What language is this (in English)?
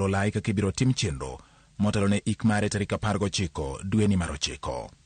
Luo (Kenya and Tanzania)